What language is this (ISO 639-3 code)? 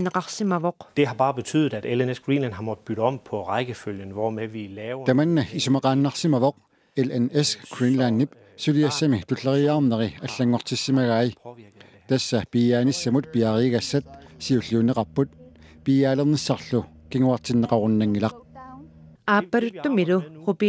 kal